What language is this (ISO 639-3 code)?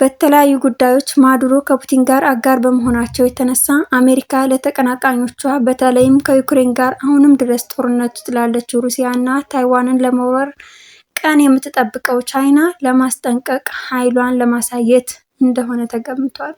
amh